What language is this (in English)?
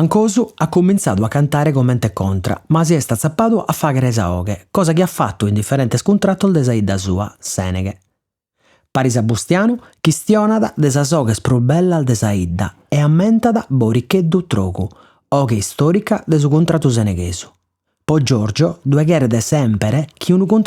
Sardinian